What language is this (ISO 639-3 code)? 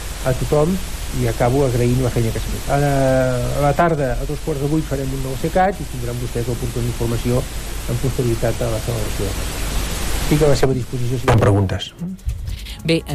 cat